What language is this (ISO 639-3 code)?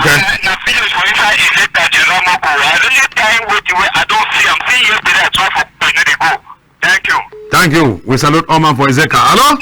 wes